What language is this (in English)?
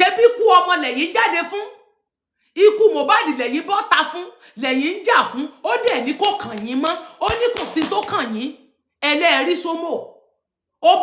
Yoruba